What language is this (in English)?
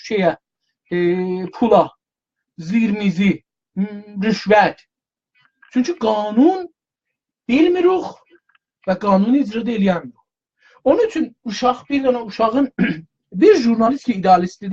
South Azerbaijani